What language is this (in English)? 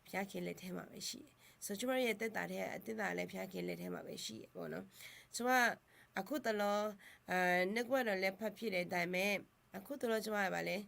Akha